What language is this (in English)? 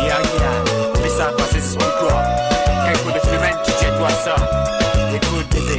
Morisyen